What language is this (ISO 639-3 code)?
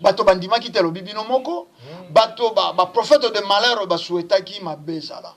lin